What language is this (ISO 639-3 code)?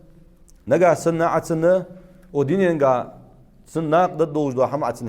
inh